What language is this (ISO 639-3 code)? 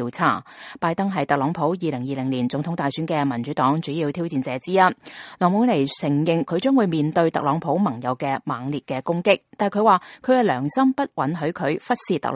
yue